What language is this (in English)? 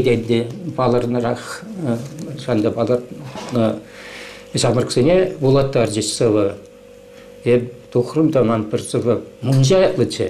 Chuvash